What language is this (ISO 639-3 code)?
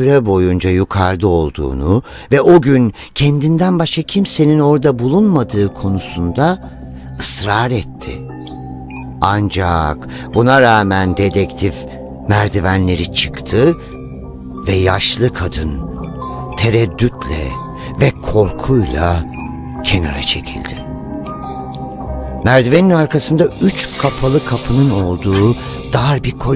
tur